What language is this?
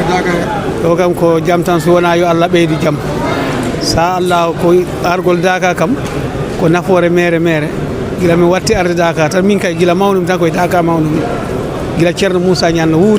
Fula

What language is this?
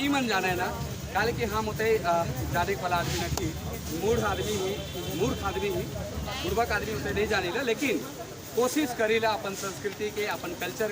Sadri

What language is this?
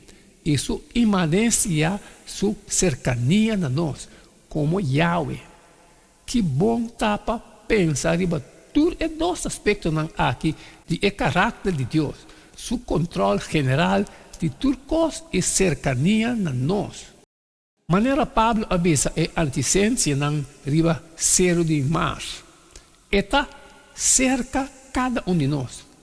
Papiamento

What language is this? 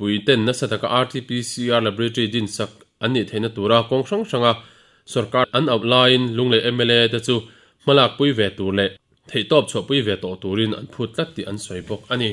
Mizo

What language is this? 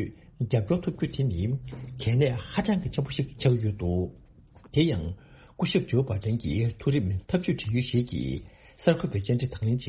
Tibetan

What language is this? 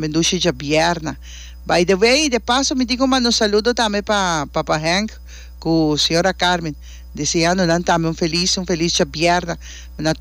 Papiamento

